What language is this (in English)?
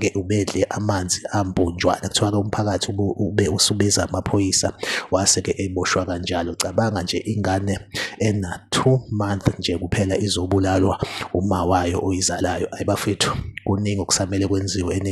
Zulu